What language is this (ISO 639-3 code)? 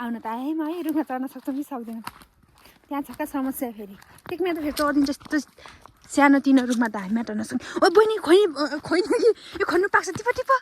nep